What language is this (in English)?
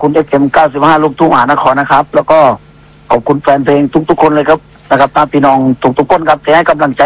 Thai